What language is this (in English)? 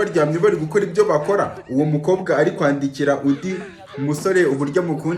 Kinyarwanda